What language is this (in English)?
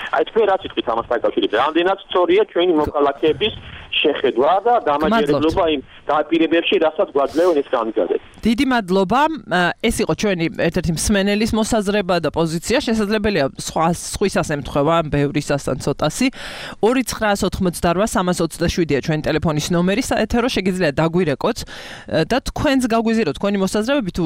Georgian